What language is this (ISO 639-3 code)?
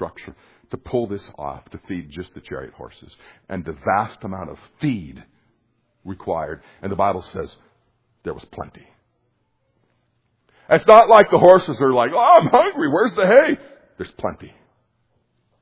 eng